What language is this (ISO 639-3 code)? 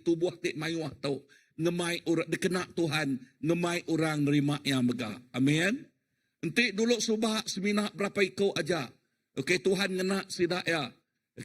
iba